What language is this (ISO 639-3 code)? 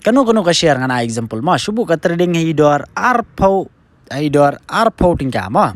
kha